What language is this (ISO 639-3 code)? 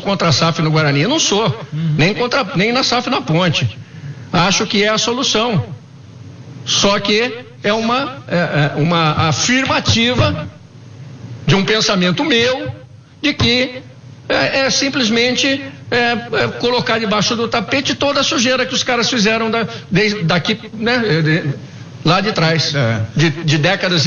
por